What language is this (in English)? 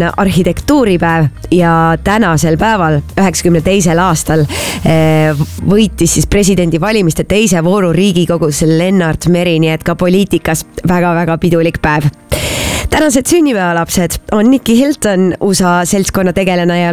Estonian